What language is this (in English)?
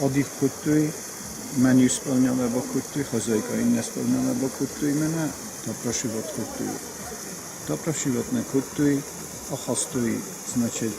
Ossetic